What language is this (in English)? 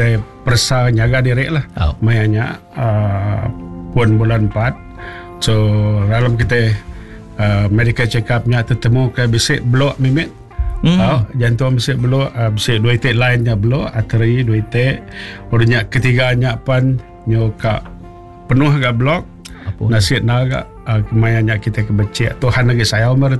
Iban